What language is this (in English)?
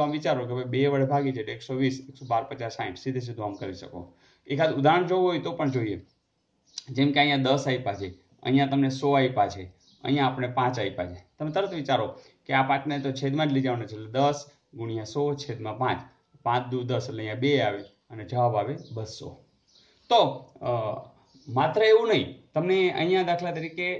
Gujarati